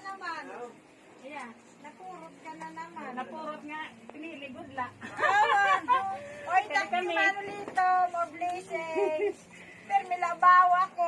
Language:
Waray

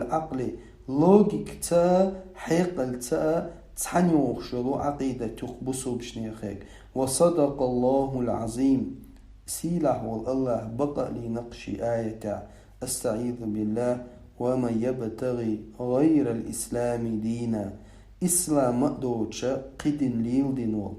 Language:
Chechen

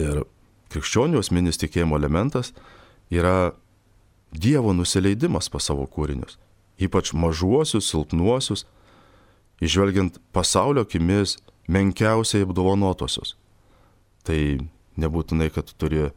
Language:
Lithuanian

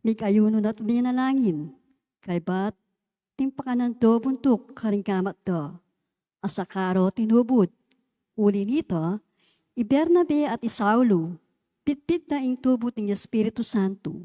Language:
Pampanga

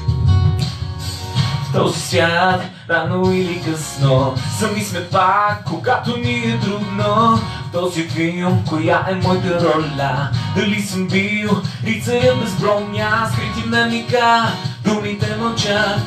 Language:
Bulgarian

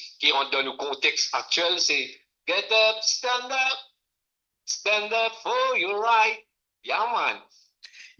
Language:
Morisyen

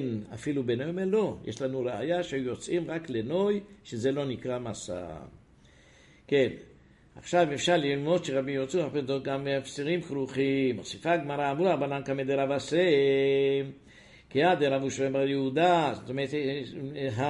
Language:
Hebrew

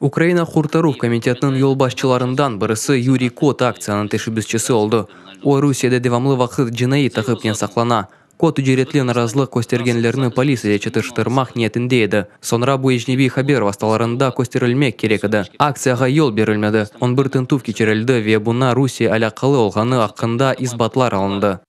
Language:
Crimean Tatar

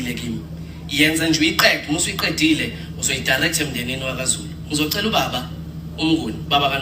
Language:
Zulu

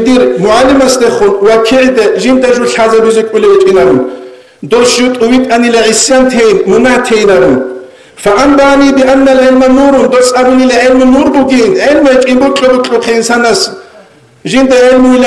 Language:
Avaric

